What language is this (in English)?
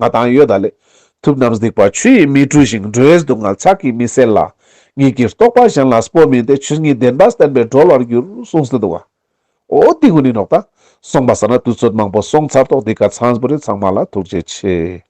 Ladakhi